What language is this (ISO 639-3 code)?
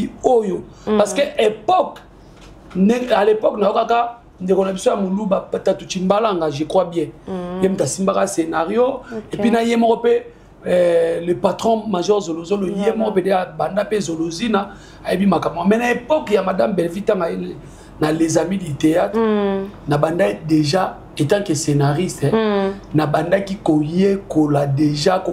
lin